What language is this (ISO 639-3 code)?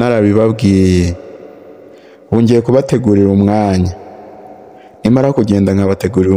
kin